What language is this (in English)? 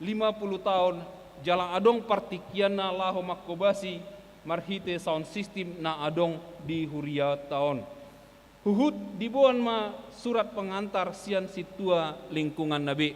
Batak Toba